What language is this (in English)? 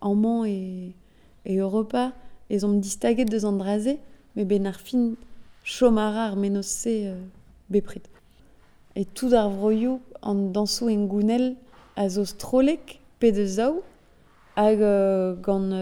Breton